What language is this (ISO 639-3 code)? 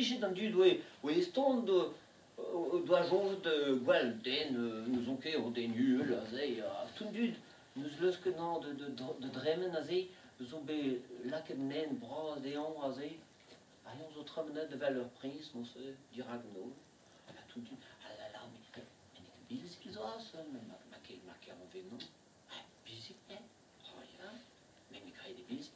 bre